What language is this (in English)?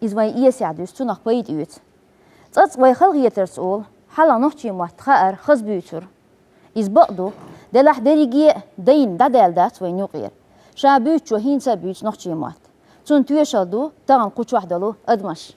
Chechen